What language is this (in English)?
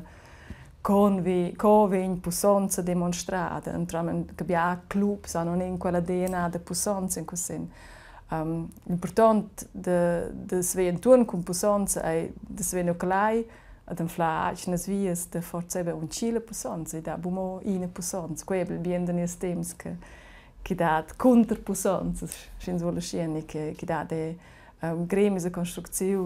Romansh